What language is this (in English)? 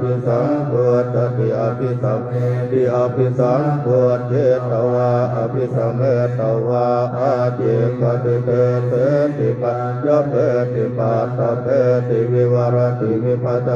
Pali